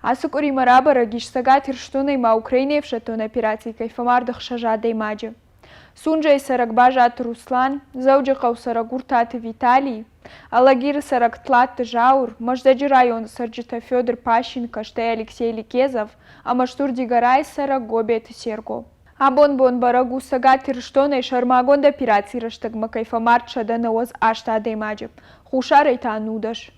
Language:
Ossetic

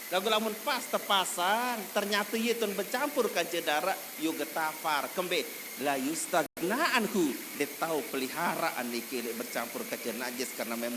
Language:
Sasak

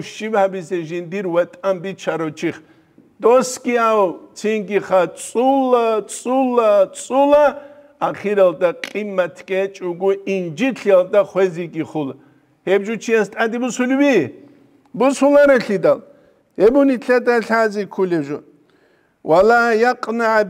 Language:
Avaric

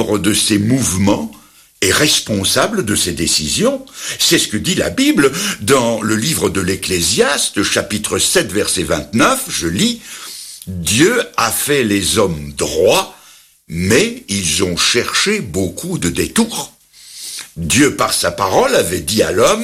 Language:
French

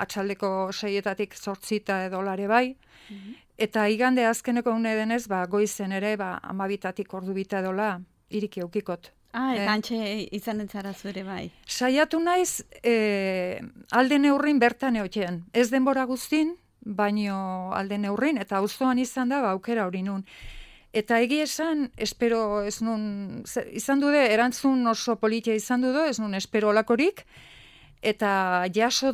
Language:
Basque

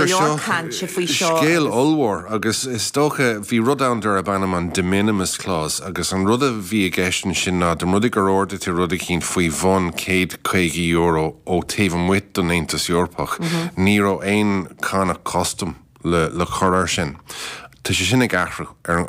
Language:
Irish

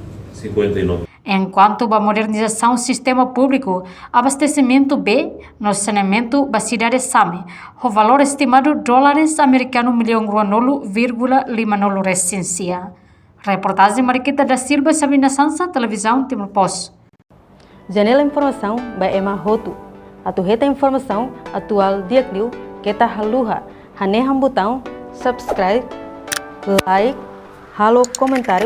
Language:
Tetum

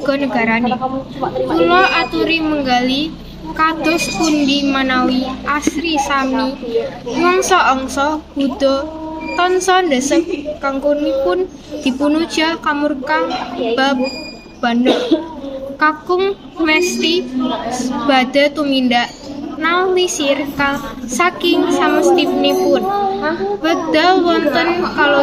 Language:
Javanese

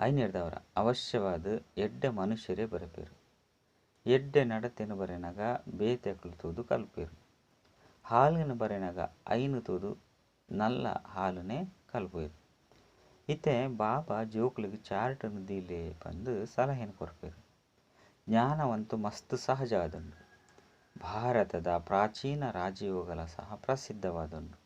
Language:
Tulu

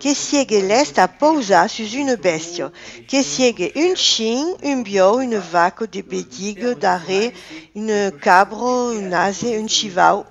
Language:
Occitan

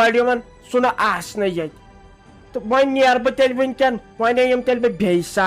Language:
Kashmiri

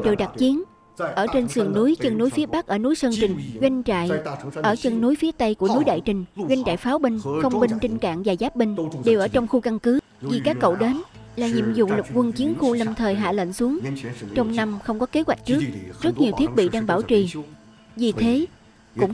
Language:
Vietnamese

